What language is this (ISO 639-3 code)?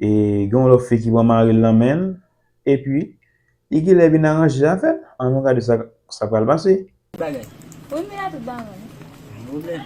hat